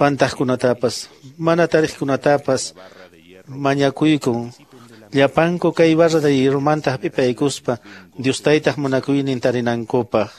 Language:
Quechua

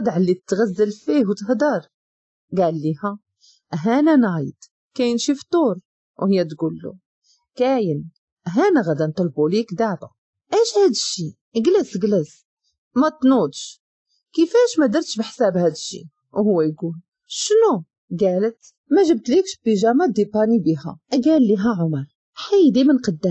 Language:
Moroccan Arabic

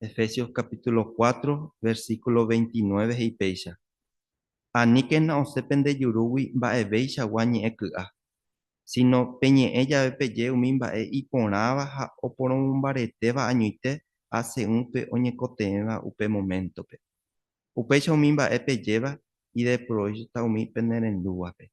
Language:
Guarani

